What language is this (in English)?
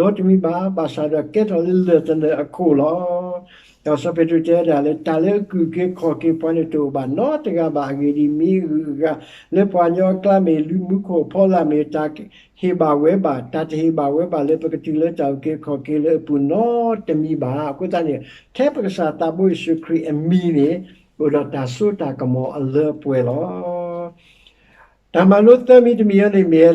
S'gaw Karen